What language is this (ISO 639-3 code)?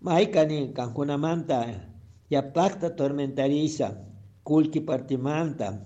qug